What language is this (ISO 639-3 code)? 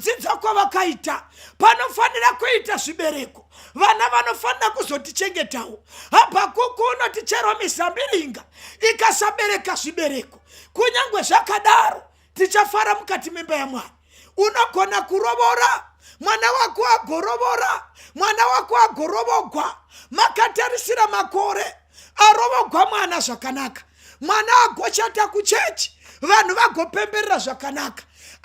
sna